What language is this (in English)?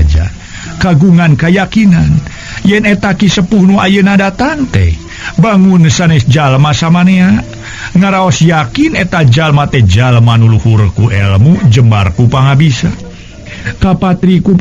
Sundanese